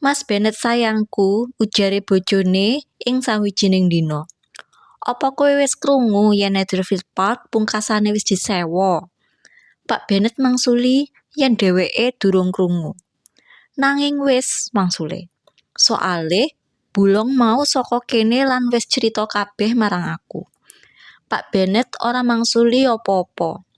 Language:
Javanese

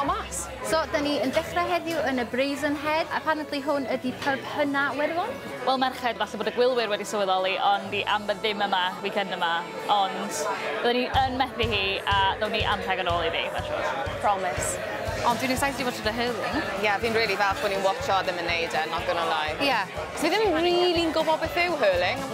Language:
Welsh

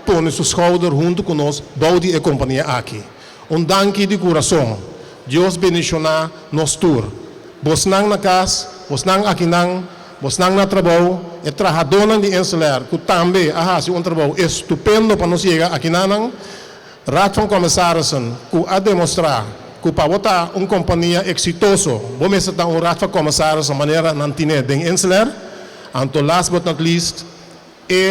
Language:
Papiamento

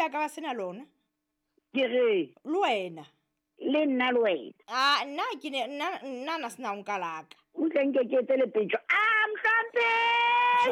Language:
Southern Sotho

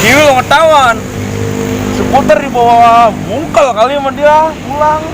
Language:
Betawi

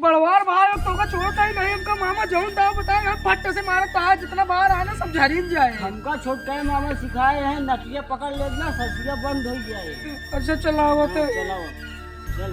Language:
Awadhi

